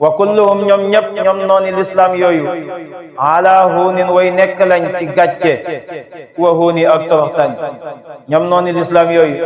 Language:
Wolof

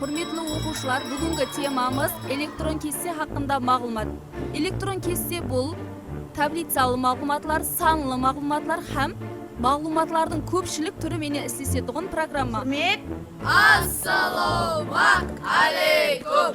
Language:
Kara-Kalpak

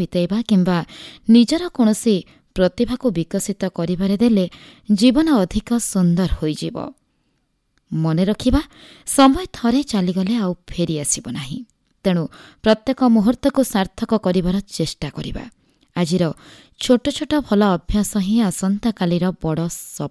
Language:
Odia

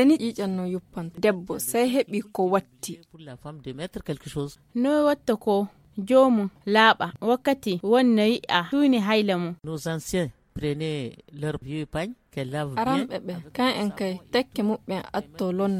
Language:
Nigerian Fulfulde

